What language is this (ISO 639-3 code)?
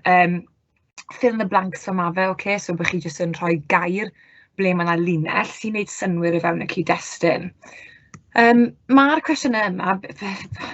cym